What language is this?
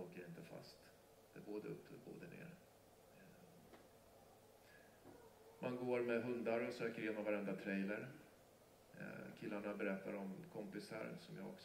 Swedish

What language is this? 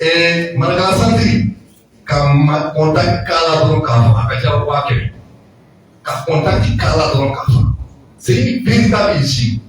Bambara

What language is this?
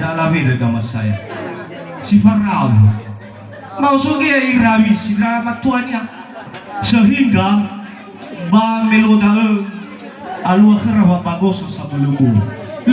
Nias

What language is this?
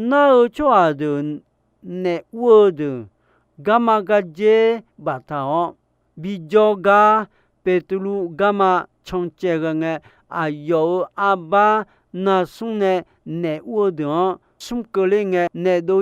Akha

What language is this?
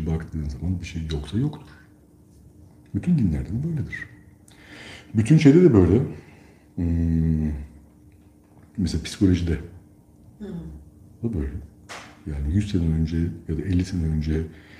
Turkish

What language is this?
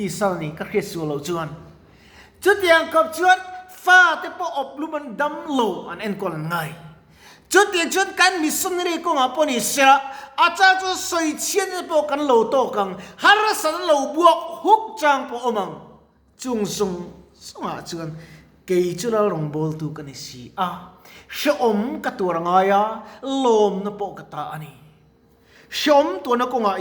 Mizo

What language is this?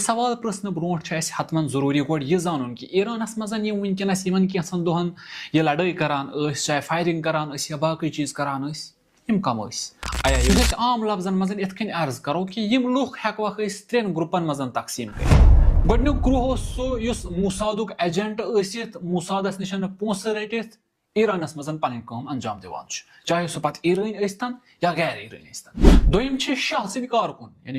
Kashmiri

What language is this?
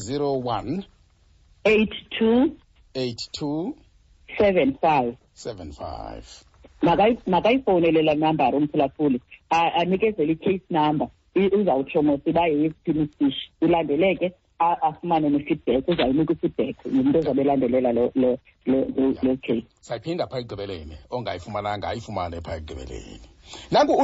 Xhosa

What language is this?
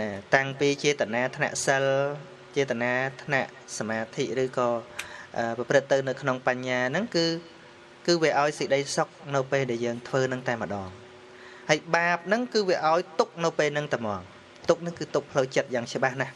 Khmer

